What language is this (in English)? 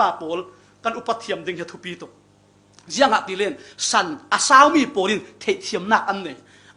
Falam Chin